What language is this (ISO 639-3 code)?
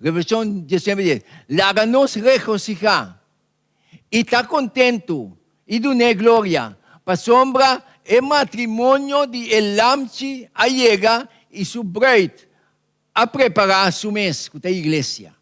pap